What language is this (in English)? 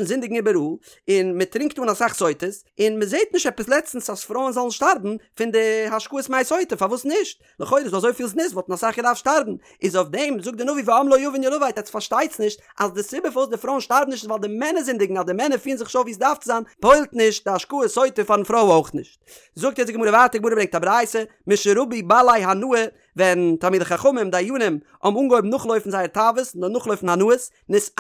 Yiddish